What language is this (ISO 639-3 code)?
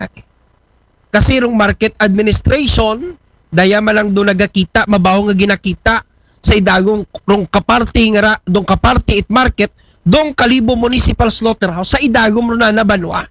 akl